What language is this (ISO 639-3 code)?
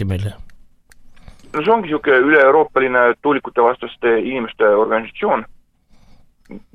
est